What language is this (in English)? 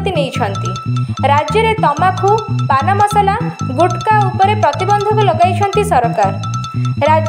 Odia